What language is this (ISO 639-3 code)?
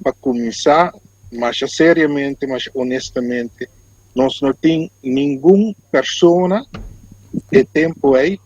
pap